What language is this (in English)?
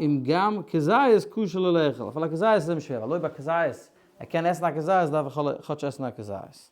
Yiddish